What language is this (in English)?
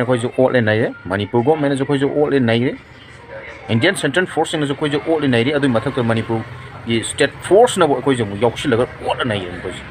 Manipuri